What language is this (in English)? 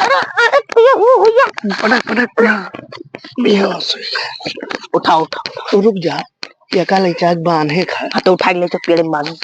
Awadhi